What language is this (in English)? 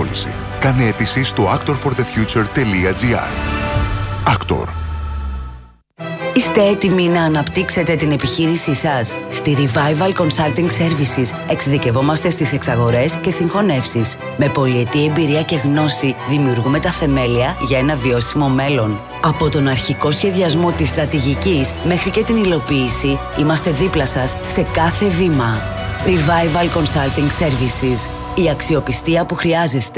Greek